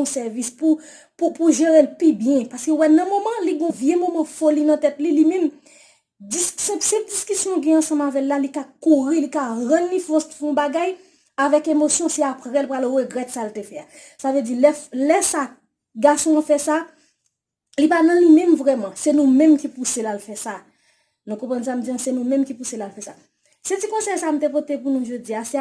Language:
Haitian Creole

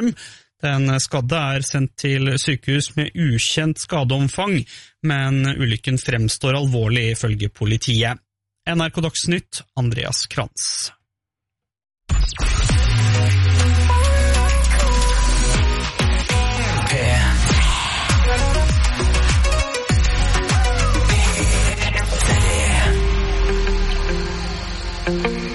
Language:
Norwegian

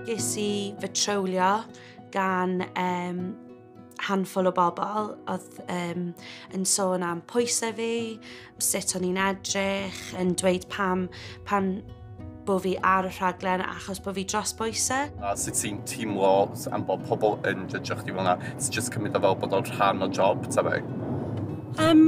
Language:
Welsh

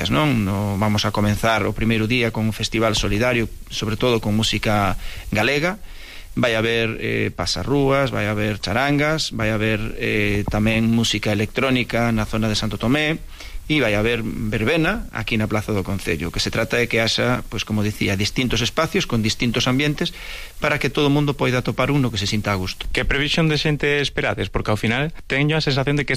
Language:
Galician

